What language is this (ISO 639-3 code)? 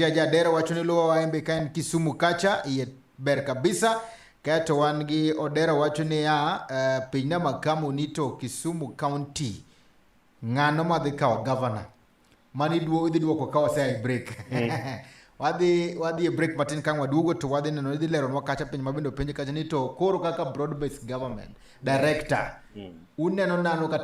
luo